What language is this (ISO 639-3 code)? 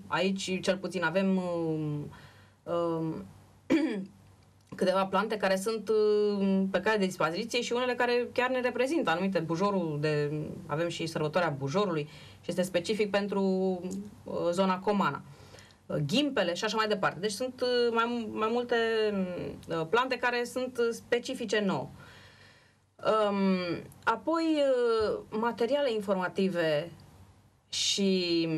ron